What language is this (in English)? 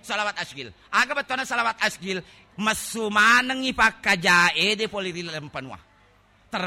Buginese